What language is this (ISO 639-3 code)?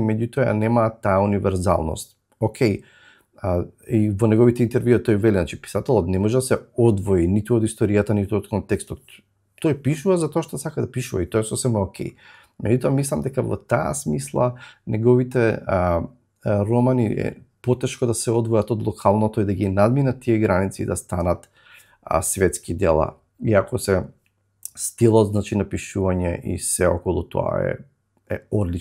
mkd